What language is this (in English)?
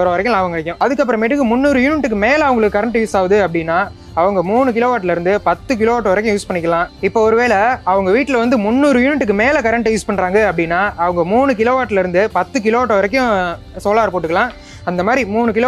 Tamil